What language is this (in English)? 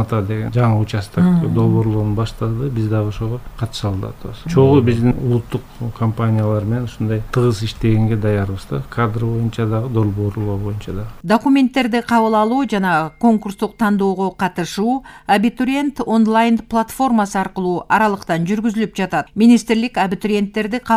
Kyrgyz